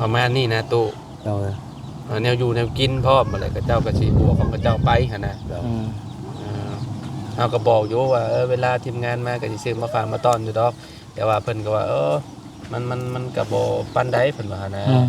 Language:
Lao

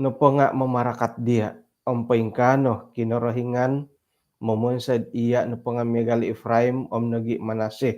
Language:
Central Dusun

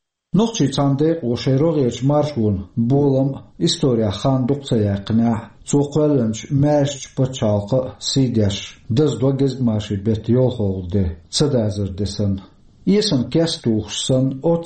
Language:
Chechen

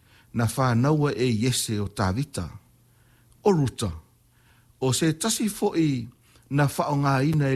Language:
Samoan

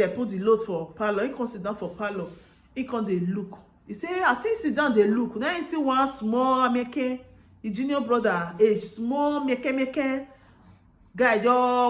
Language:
Nigerian Pidgin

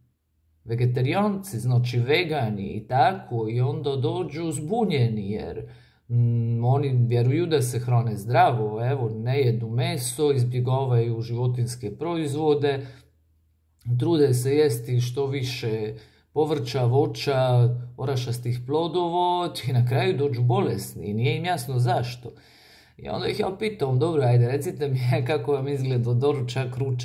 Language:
Croatian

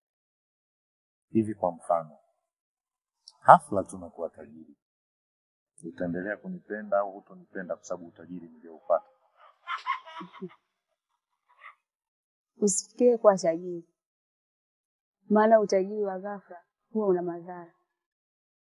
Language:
Swahili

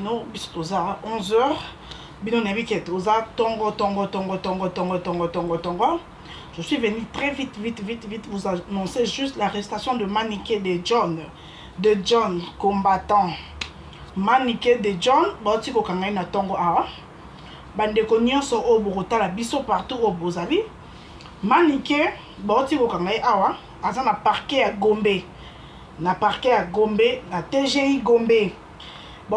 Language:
Lingala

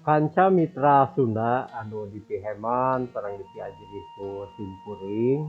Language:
Sundanese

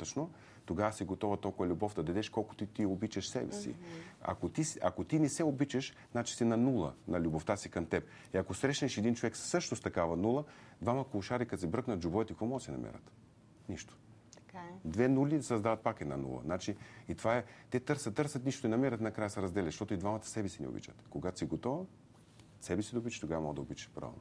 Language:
Bulgarian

